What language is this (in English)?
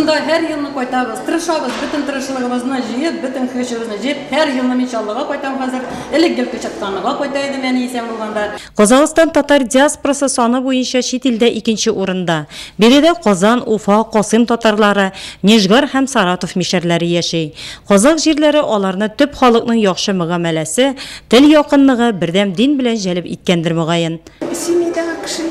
Tatar